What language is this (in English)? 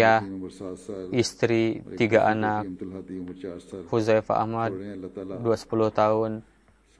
Indonesian